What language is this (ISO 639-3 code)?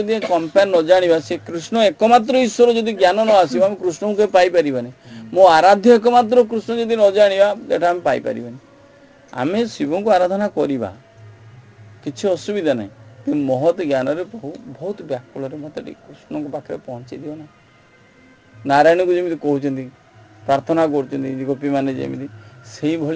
ori